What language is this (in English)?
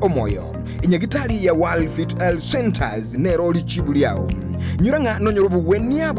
Gusii